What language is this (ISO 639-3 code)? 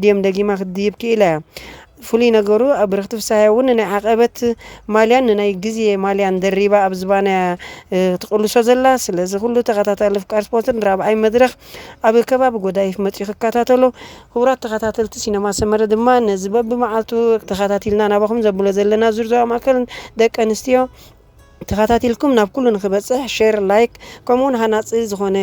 tir